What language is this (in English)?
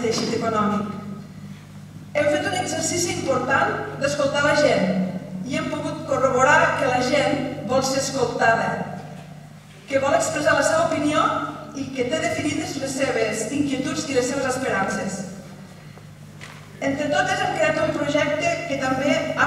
Catalan